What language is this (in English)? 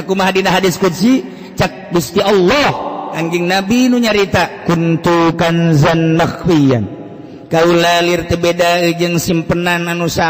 Sundanese